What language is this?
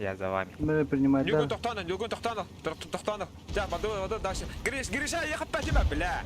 Yakut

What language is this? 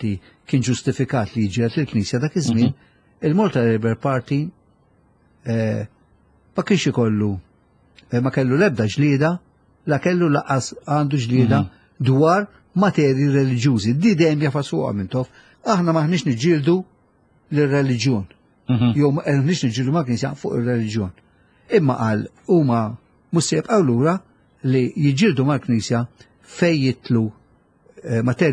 Maltese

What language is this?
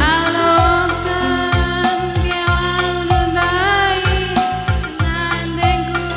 Batak Karo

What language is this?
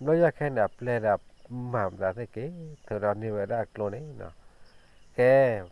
S'gaw Karen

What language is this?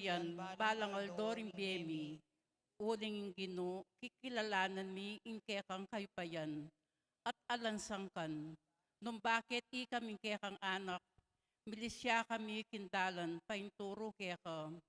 Pampanga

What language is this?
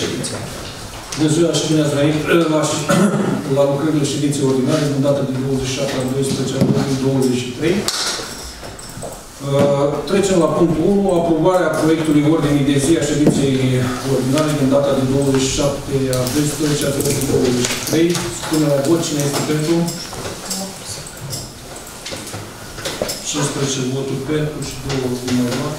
Romanian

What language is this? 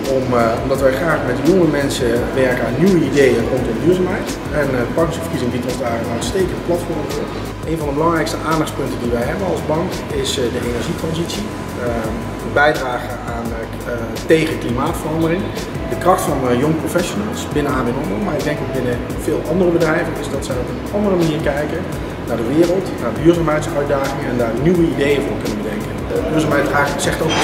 Dutch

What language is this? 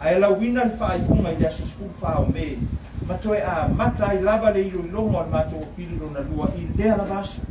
Samoan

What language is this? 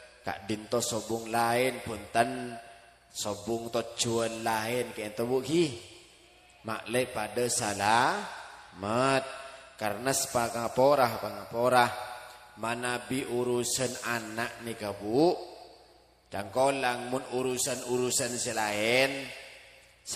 Madurese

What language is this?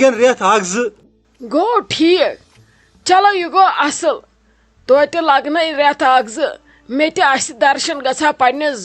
Kashmiri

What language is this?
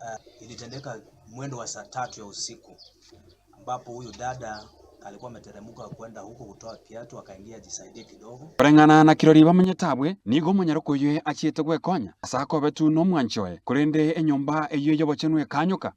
Gusii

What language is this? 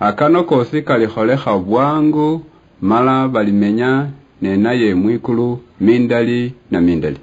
Luyia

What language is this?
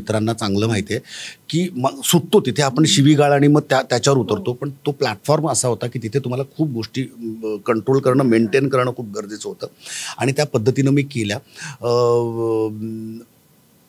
Marathi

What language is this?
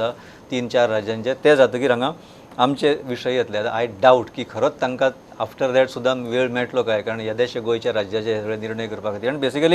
Konkani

